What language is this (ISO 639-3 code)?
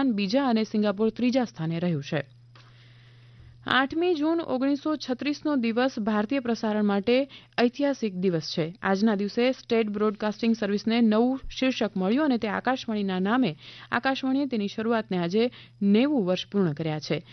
guj